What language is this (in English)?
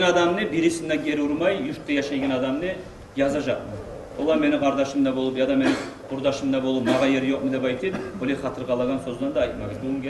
Kumyk